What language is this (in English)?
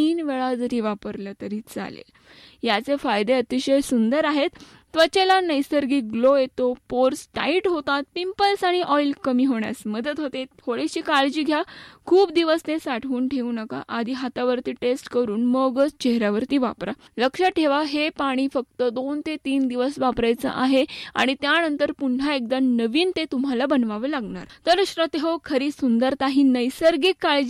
Marathi